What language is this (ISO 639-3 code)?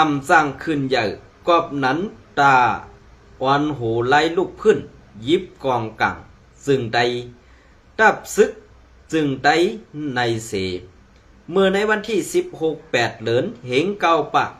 shn